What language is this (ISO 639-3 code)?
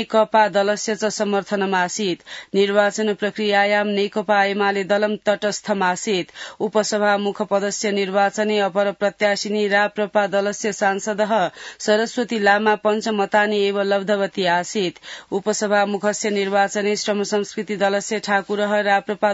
san